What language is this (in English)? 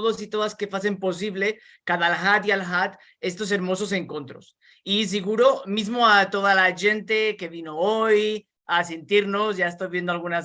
Ladino